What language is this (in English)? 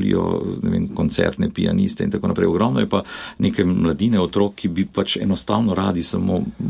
Slovenian